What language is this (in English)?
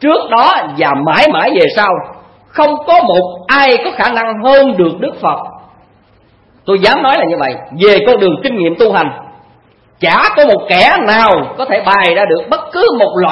Vietnamese